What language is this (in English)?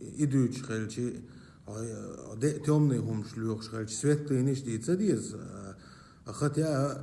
Chechen